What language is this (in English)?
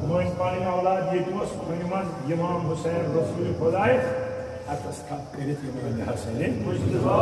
Kashmiri